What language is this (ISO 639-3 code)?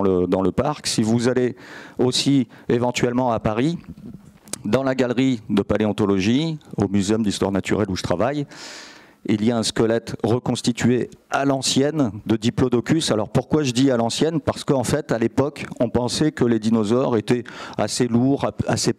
fra